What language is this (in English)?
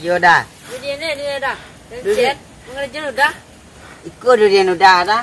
Minangkabau